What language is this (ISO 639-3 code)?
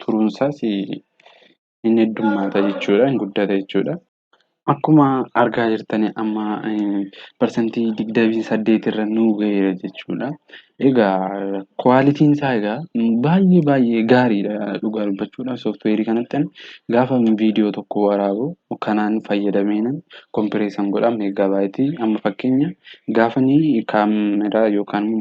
orm